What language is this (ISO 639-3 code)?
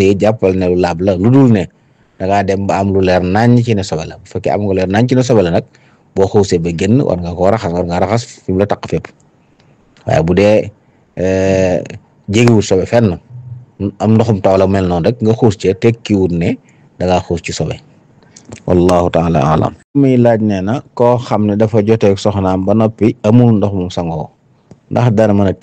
wol